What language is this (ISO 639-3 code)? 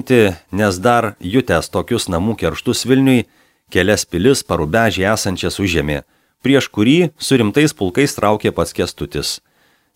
lit